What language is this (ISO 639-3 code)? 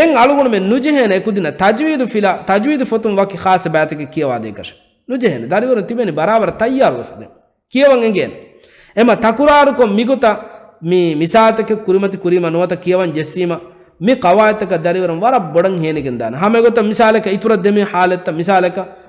div